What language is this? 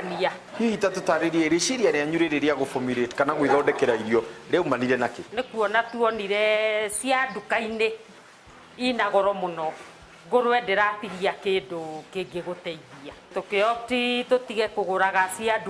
Kikuyu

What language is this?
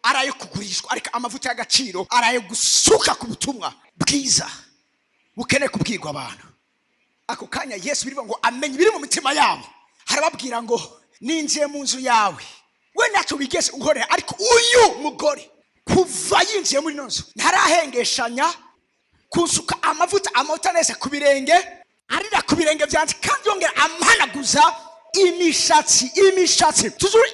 Rundi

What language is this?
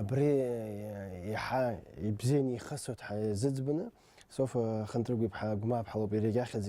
Abkhazian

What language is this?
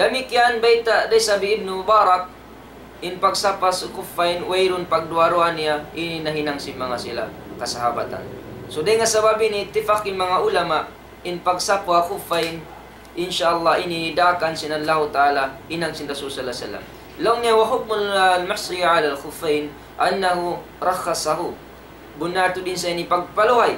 Tausug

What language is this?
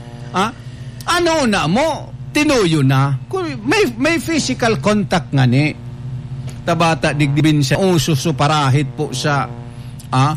Bikol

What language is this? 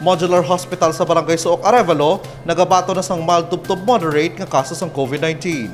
Hiligaynon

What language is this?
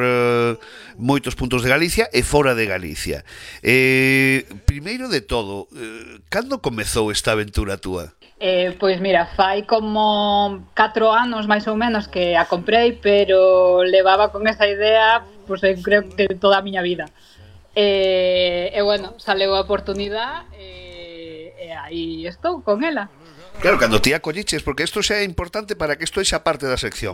Galician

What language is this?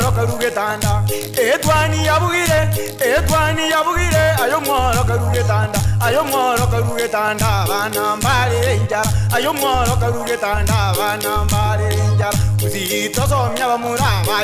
Gusii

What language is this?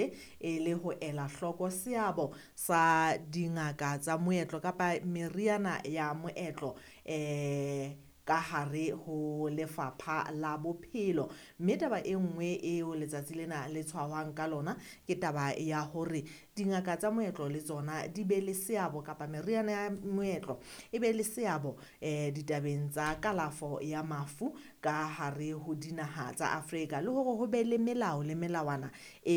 Southern Sotho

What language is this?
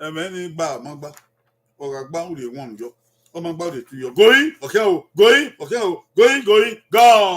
Bini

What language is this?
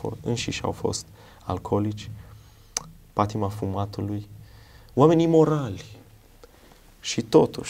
Romanian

